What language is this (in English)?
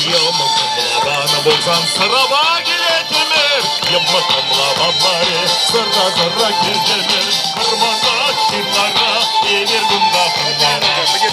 Chuvash